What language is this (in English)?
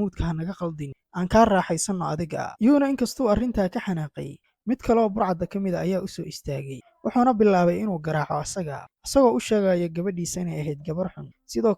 Somali